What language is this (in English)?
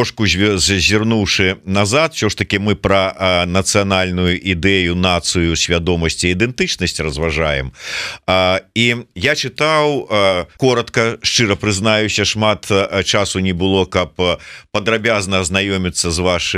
Belarusian